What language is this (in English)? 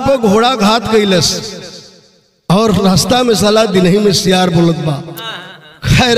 Bhojpuri